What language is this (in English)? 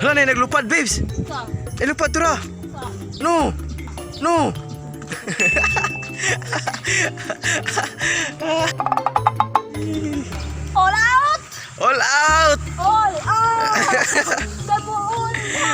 Cebuano